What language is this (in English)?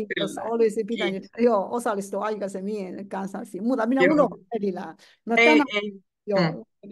Finnish